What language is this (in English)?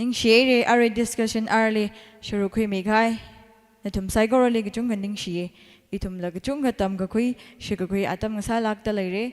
Tangkhul Naga (India)